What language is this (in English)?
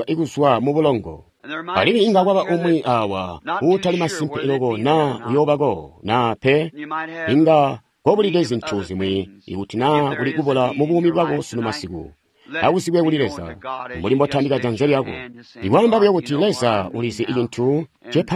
Tonga (Zambia)